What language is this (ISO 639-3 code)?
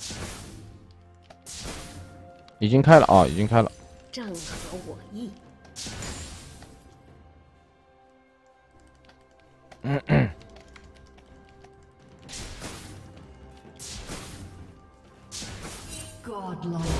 zho